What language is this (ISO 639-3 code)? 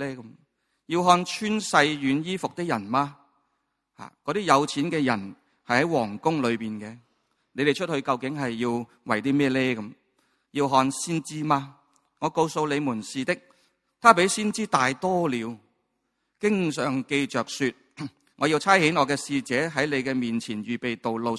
yue